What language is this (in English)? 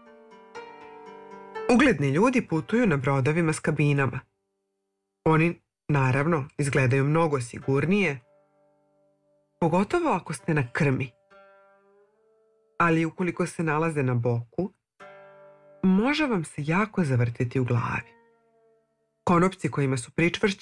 Serbian